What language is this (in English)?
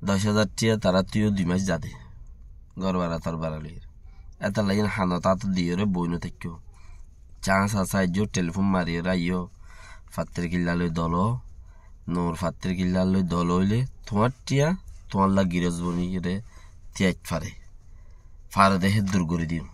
Rohingya